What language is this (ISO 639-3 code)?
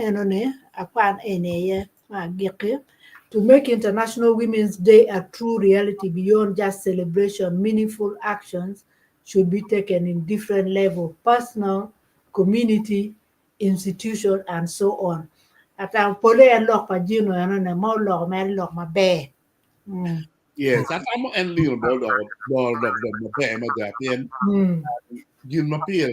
ach